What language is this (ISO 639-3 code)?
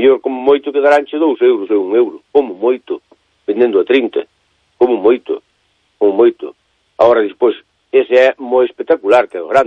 glg